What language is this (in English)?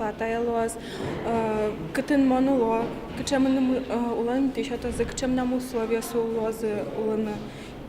Udmurt